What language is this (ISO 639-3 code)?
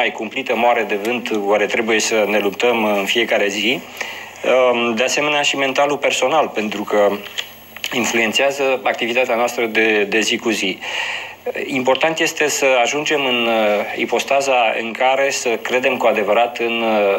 ron